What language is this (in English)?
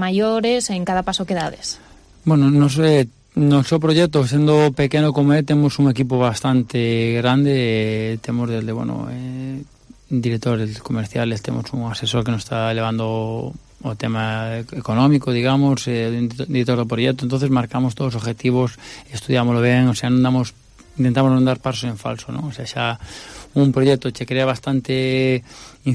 Galician